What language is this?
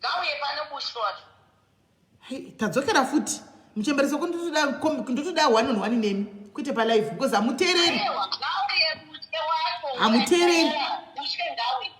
Shona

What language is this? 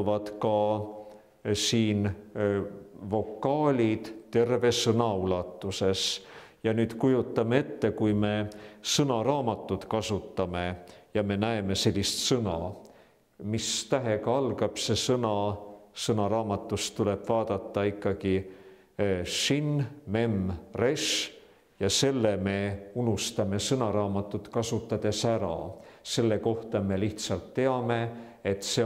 Estonian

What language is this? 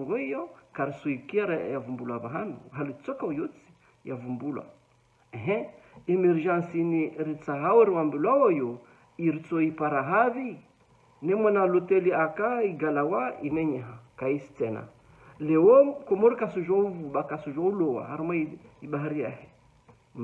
Ngazidja Comorian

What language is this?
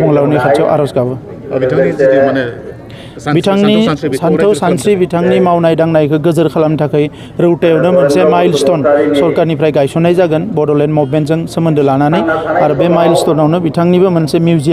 Bodo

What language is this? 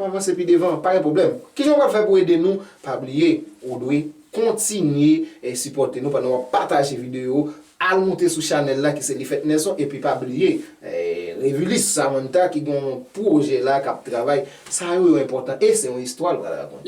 Haitian Creole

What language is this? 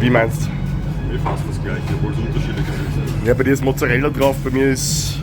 Bavarian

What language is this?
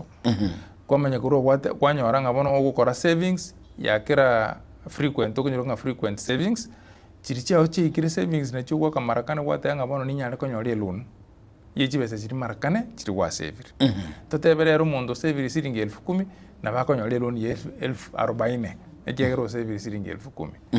Gusii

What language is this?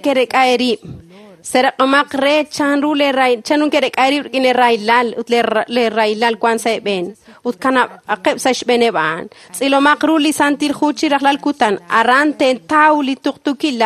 Kekchí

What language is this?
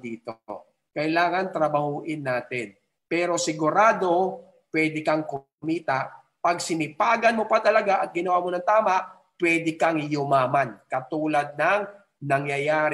Filipino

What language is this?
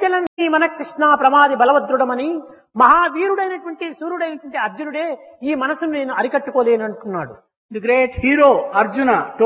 Telugu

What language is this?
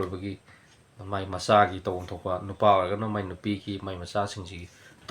Manipuri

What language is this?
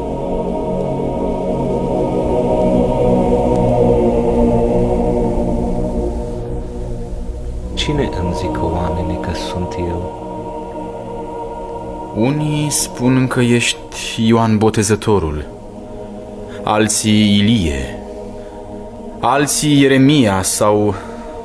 Romanian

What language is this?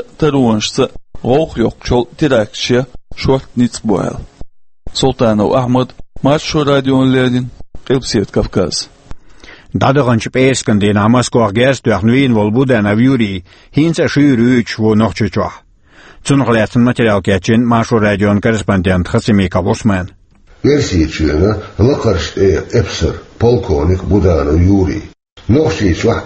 Chechen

